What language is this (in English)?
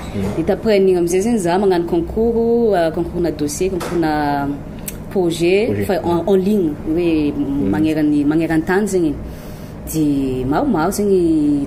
Malagasy